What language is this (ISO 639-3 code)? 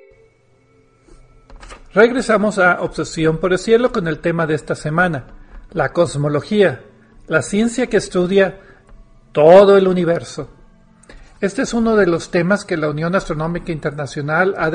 spa